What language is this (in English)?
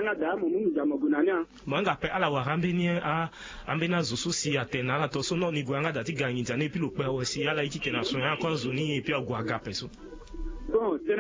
Sango